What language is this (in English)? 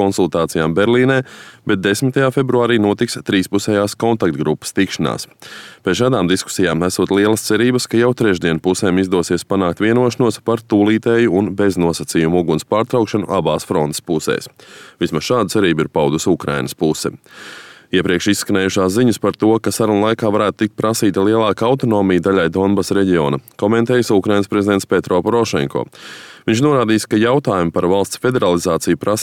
Latvian